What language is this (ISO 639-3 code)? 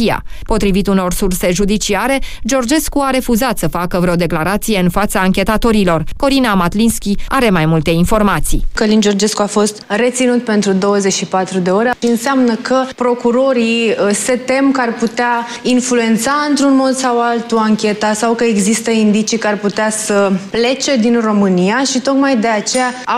ron